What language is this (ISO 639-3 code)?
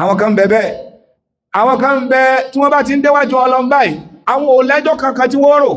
yor